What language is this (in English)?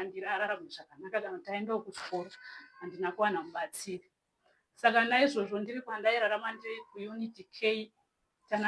Shona